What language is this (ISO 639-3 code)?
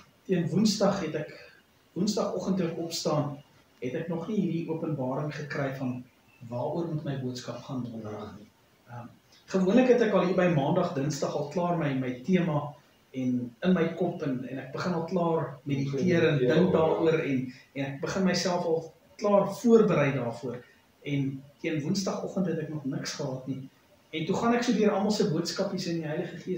afr